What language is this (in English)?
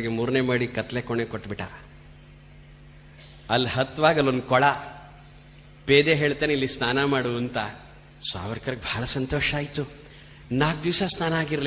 Kannada